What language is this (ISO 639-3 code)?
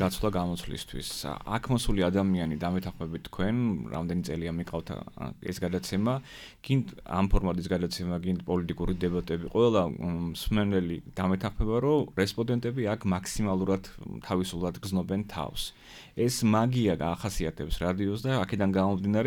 kat